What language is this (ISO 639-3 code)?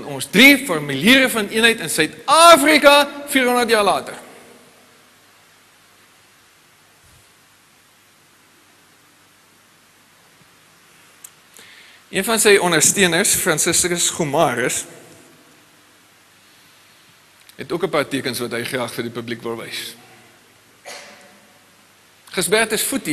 afr